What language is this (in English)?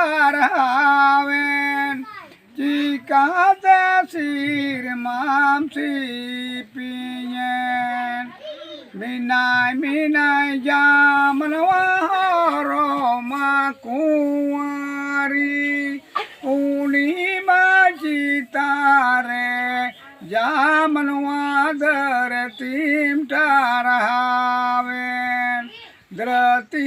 Santali